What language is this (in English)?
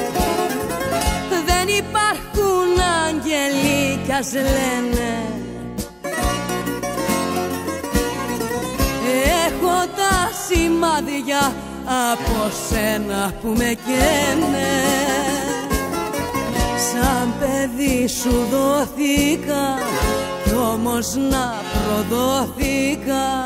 Greek